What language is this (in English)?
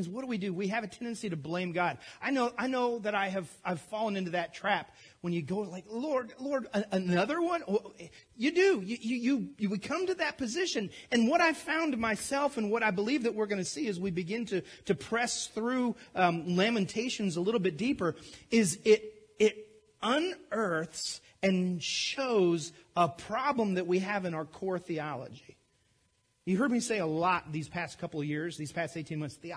English